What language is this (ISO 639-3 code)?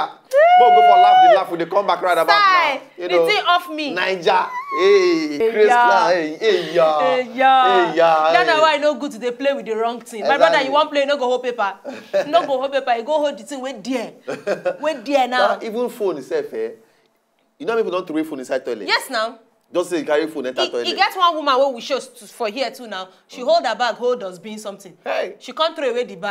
pcm